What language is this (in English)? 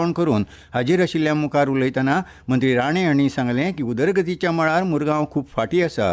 Konkani